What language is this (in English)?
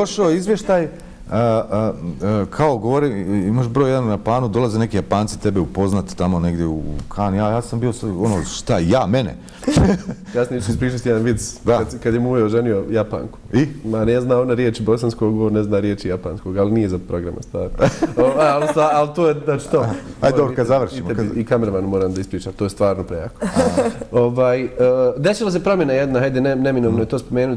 Bosnian